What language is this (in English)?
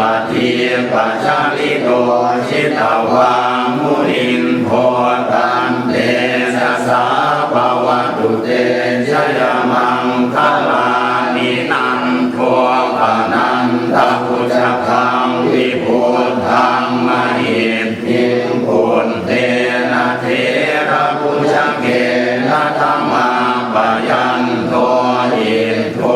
Pali